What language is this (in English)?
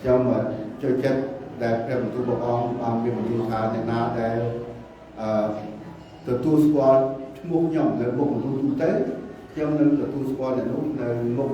Khmer